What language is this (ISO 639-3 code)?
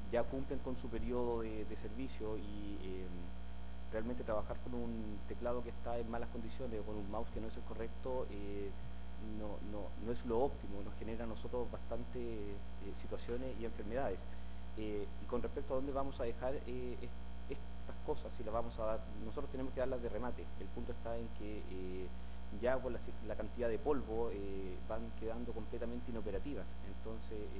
spa